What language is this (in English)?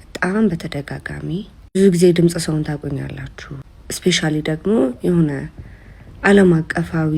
Amharic